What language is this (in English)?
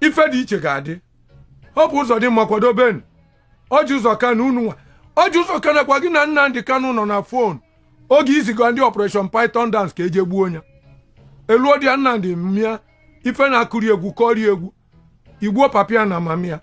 Igbo